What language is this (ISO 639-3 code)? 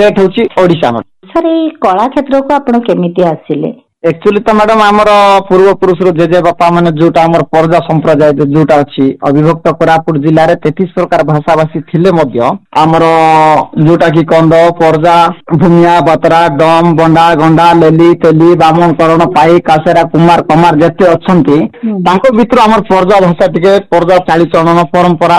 ori